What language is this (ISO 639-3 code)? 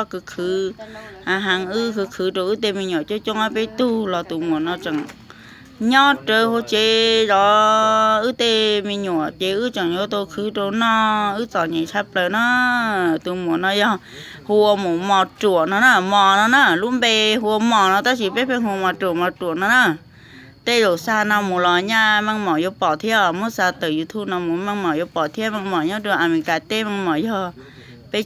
hmn